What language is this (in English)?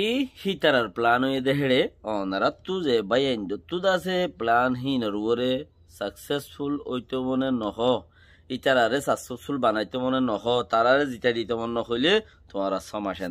Rohingya